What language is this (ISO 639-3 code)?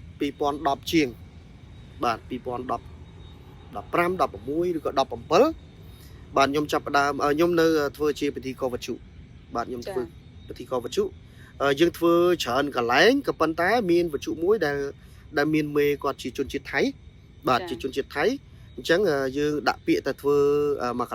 khm